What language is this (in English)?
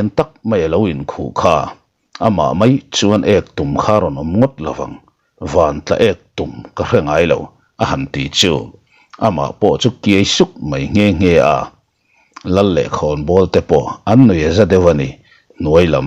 Mizo